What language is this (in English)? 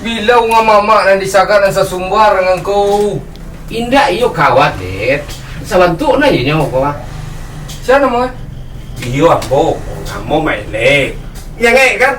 Minangkabau